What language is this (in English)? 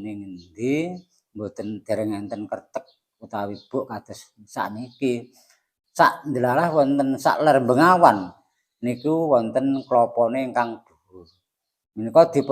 Javanese